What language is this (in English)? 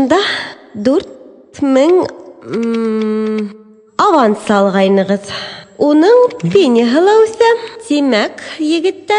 Bashkir